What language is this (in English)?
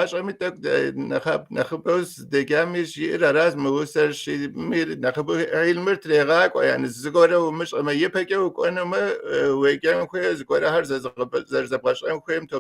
Kabardian